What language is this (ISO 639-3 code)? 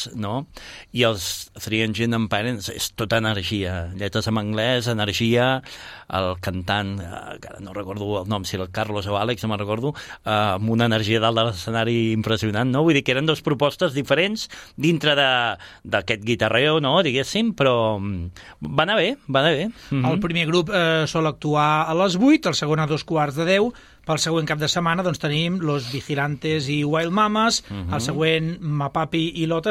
cat